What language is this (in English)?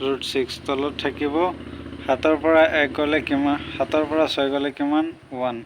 Assamese